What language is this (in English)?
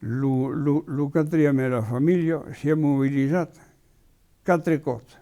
Occitan